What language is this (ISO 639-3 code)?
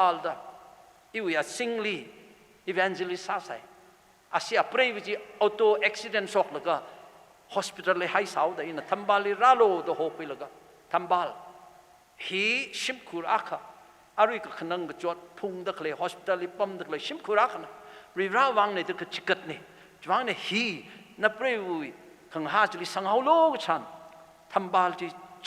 nmf